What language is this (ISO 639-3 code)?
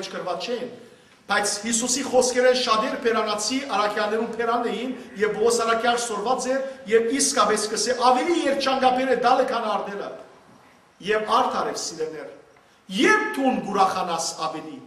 hyw